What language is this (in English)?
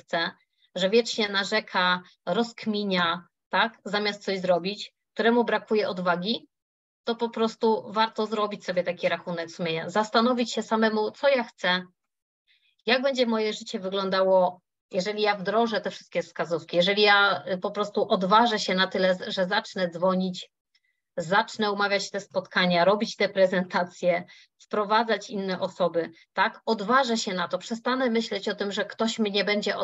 Polish